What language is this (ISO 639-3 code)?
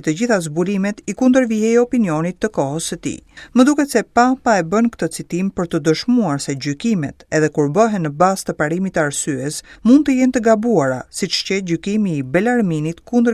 sqi